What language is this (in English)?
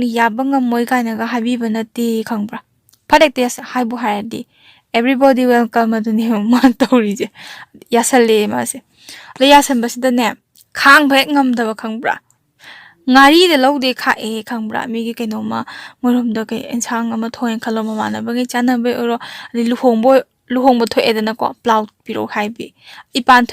Manipuri